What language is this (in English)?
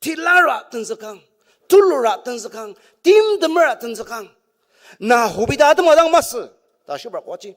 Ao Naga